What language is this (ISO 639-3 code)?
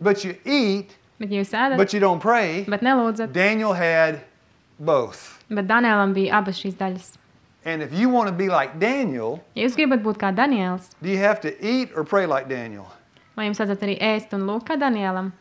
lav